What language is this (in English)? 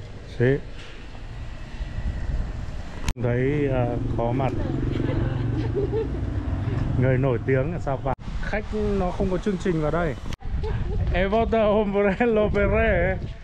Vietnamese